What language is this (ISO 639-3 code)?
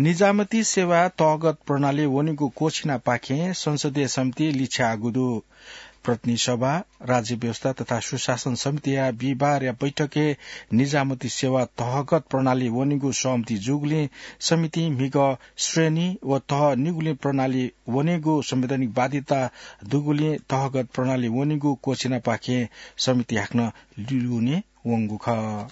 new